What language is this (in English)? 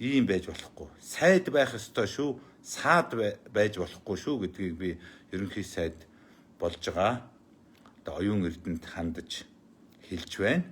Mongolian